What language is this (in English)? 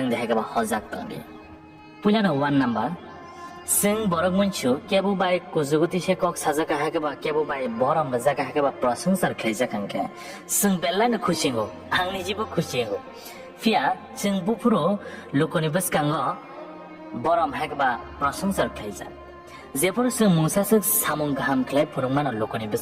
Kok Borok